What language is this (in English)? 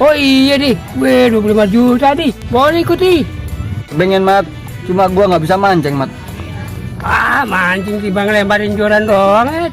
Betawi